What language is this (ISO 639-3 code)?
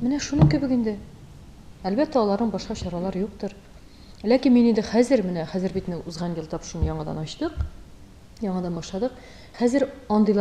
tat